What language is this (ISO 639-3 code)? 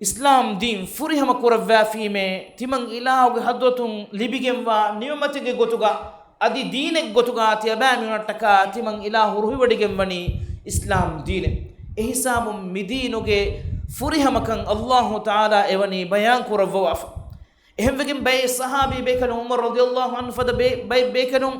div